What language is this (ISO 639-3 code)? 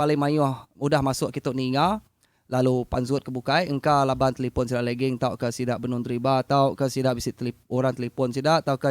iba